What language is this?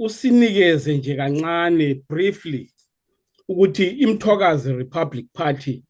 Zulu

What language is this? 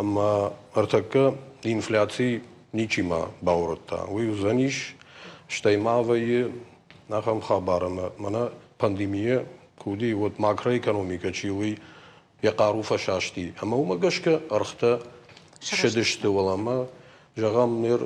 Ossetic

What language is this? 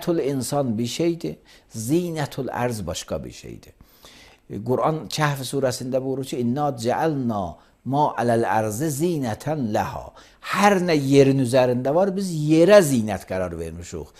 Azerbaijani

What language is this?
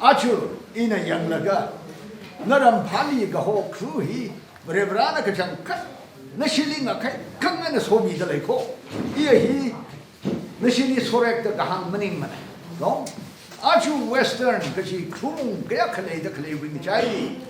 Tangkhul Naga (India)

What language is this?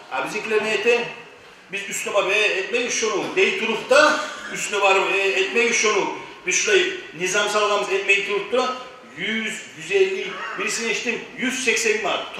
Kumyk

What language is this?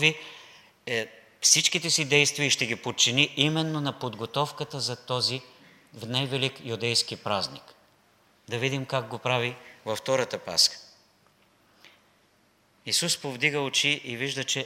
Bulgarian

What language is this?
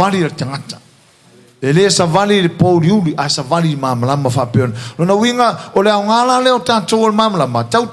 Samoan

